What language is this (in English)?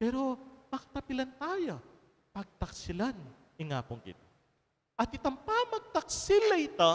Pampanga